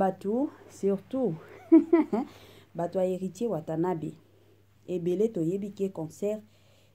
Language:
Lingala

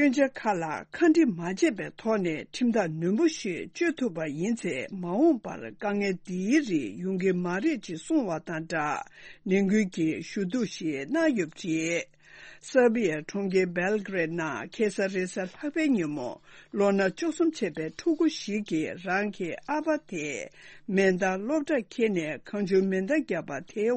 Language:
Tibetan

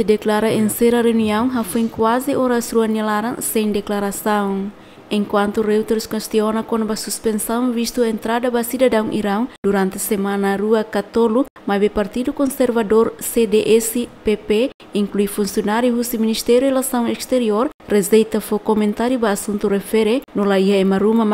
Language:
Tetum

